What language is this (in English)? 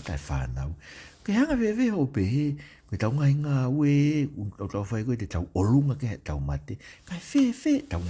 Tongan